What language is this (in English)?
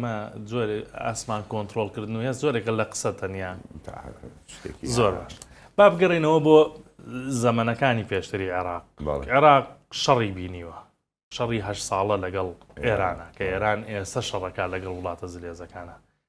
Central Kurdish